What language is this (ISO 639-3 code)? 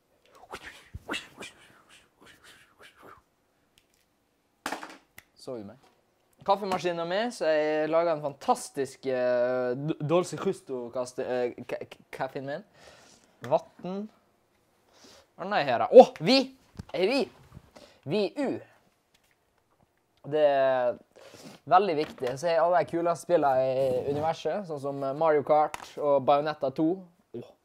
nor